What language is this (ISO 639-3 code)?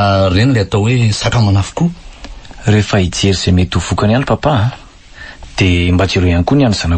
mlg